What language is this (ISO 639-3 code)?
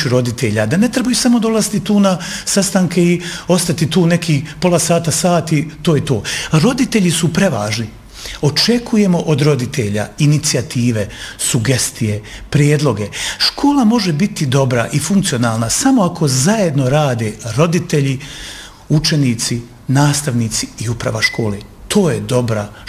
bos